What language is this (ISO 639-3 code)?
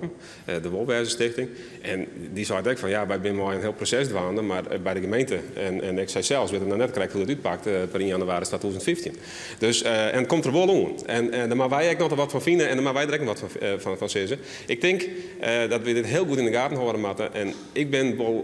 fry